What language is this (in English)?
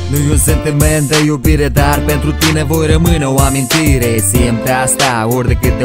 Romanian